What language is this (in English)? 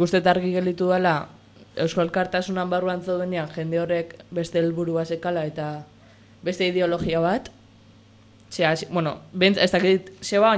Basque